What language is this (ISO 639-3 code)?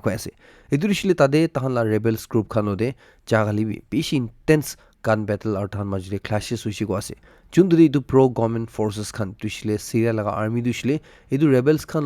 nag